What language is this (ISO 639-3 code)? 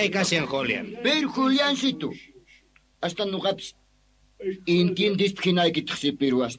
que